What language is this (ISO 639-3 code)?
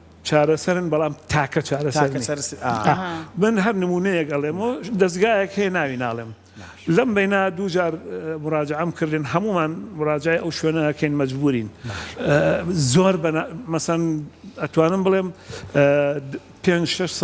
ckb